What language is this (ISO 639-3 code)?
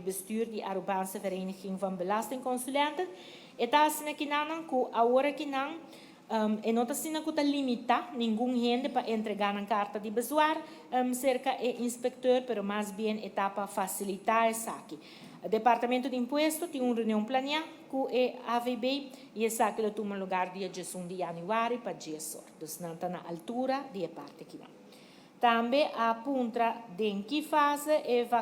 pap